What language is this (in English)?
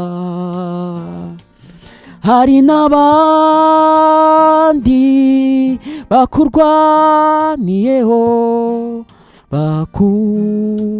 Kinyarwanda